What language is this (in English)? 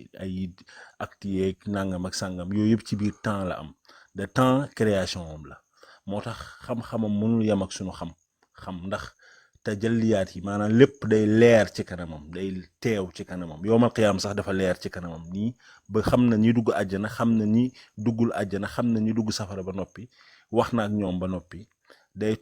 Wolof